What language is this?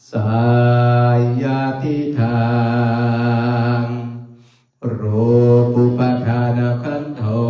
Pali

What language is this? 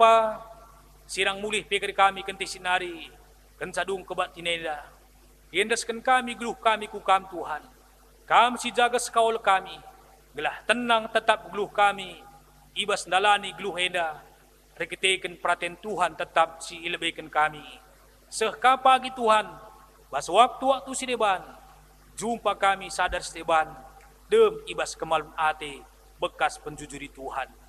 Batak Karo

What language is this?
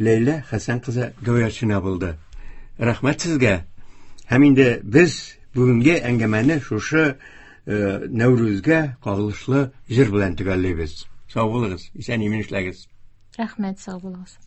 Tatar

